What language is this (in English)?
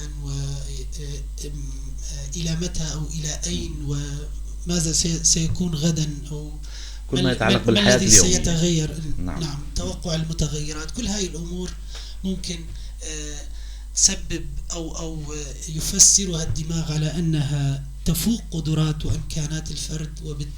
North Levantine Arabic